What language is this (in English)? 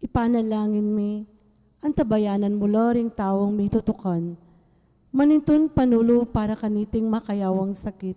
Pampanga